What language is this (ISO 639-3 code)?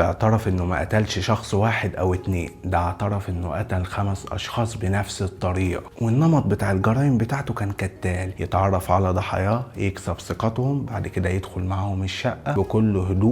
arz